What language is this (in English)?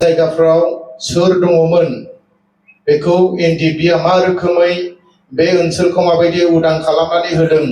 Bodo